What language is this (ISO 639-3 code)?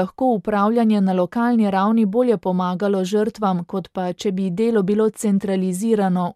slv